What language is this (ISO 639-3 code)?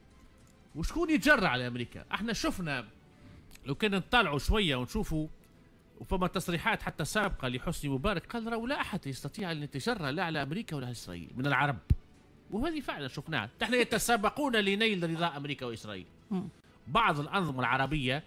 aeb